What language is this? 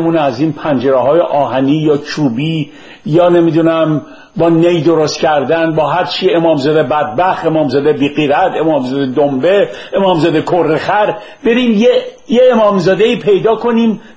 Persian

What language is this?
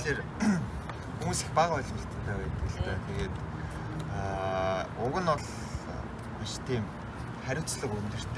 Mongolian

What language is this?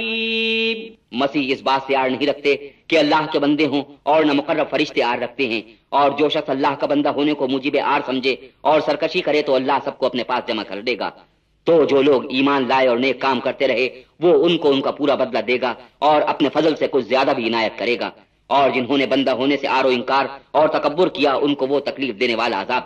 Urdu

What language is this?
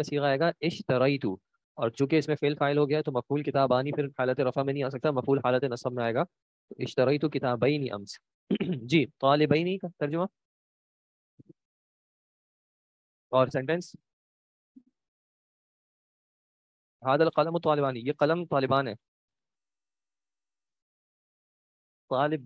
Urdu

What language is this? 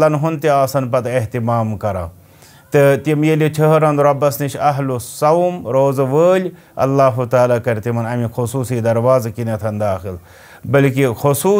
Kashmiri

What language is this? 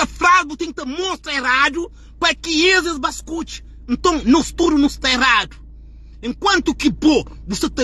Kabuverdianu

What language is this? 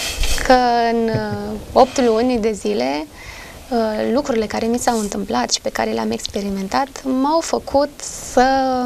Romanian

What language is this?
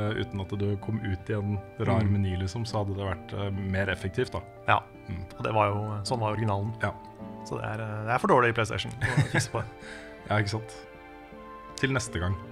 Norwegian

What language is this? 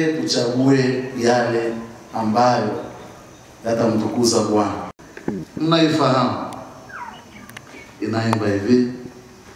Swahili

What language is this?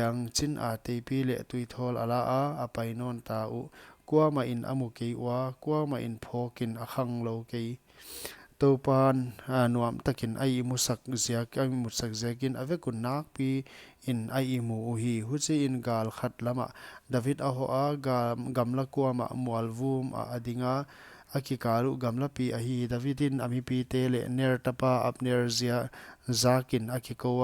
Paite Chin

